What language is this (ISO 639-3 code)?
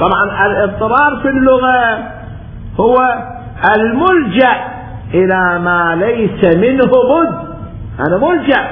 acm